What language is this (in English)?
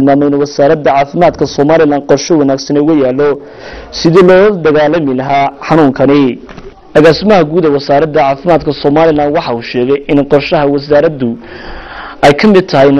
Somali